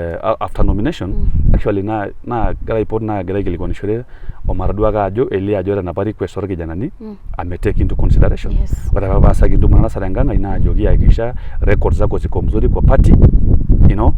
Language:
Masai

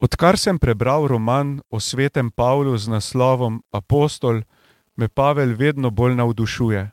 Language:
Slovenian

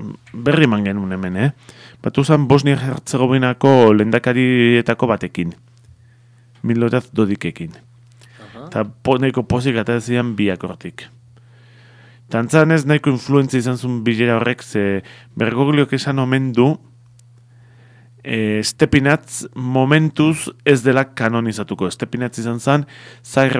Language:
Basque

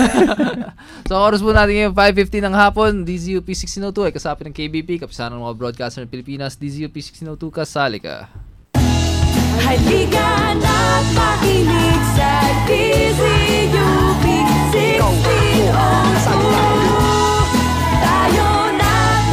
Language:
Filipino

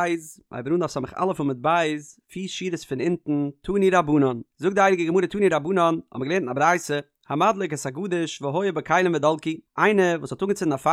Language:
Yiddish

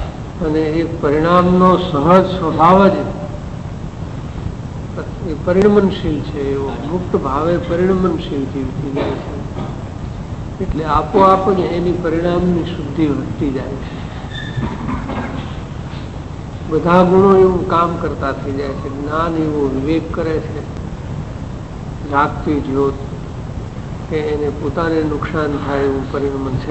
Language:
Gujarati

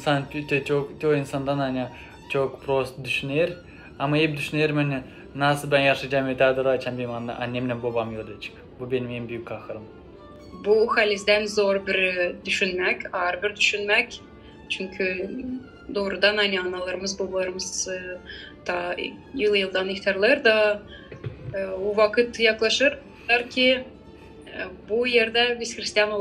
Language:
Gagauz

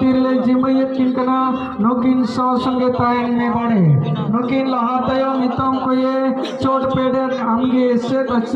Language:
Santali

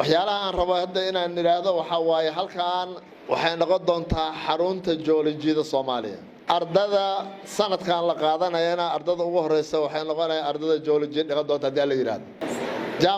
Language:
Somali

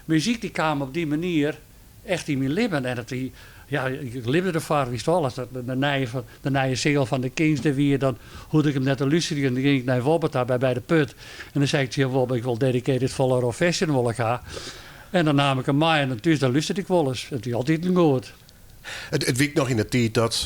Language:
Western Frisian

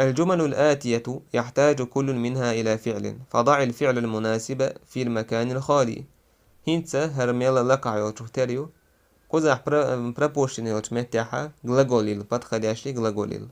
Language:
Chechen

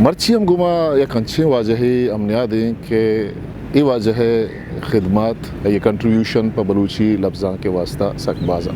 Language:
Eastern Balochi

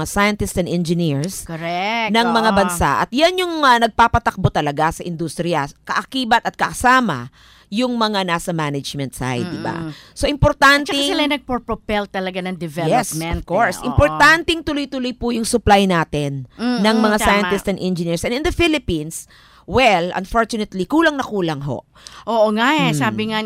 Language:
Filipino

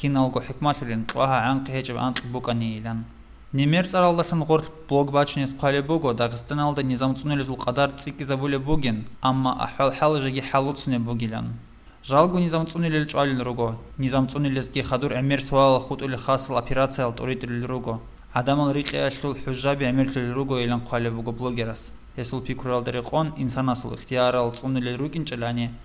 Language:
Avaric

